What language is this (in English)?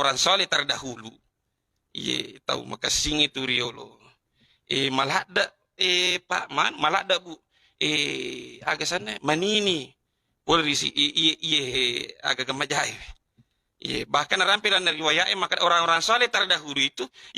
Buginese